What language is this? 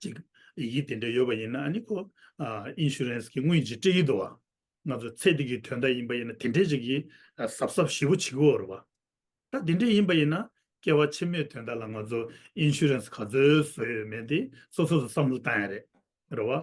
Tibetan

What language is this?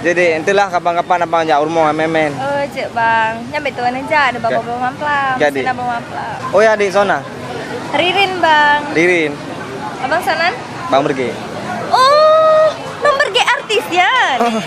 Achinese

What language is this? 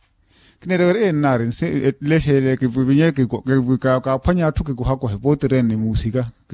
Makhuwa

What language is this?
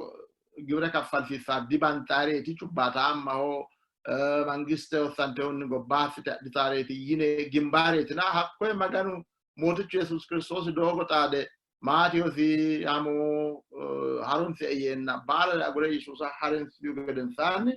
Sidamo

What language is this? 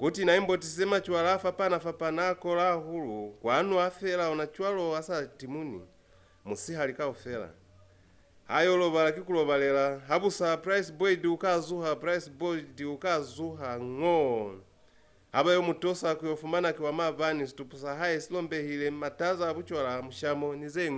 Lozi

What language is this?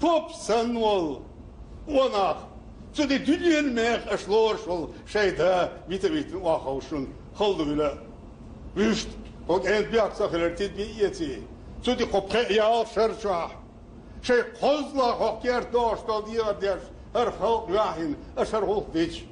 Chechen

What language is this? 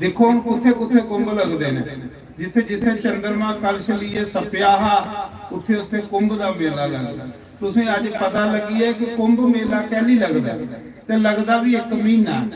Dogri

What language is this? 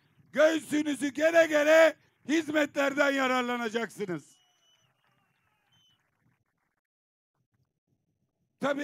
Turkish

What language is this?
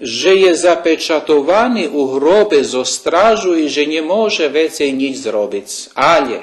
Rusyn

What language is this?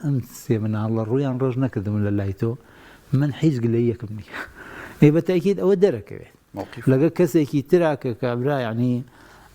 Central Kurdish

